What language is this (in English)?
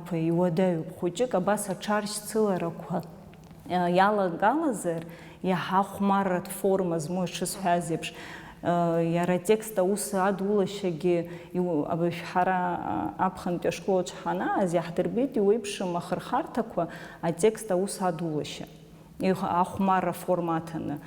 Abkhazian